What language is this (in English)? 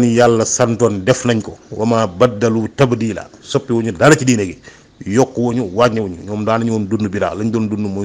Wolof